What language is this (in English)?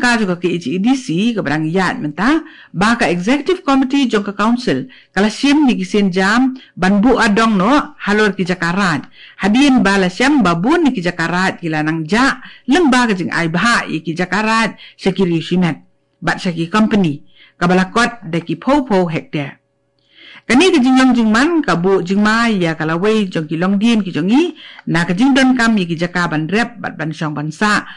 Khasi